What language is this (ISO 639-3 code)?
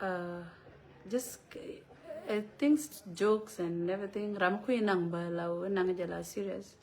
nus